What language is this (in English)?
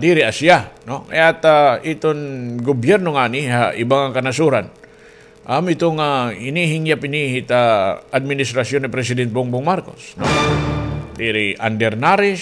Waray